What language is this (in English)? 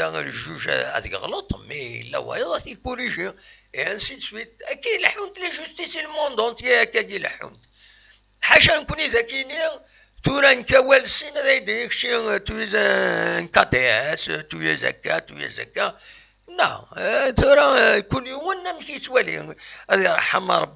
Kabyle